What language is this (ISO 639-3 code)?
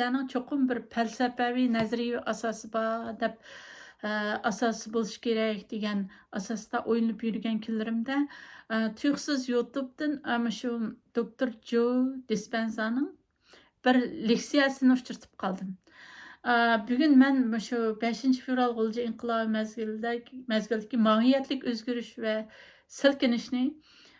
uig